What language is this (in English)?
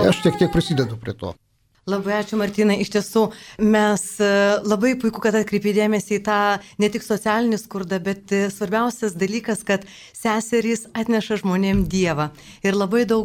Lithuanian